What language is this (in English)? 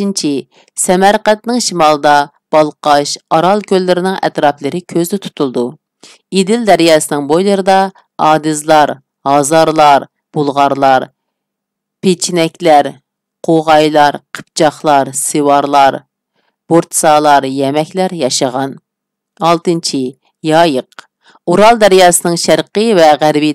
Uyghur